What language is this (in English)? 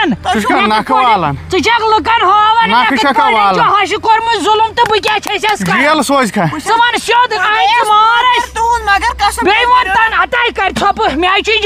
Kashmiri